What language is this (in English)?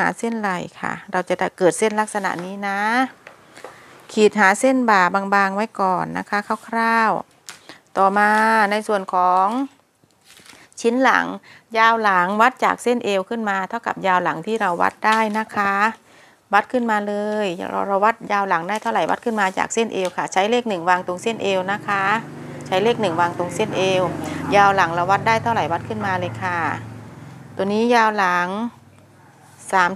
Thai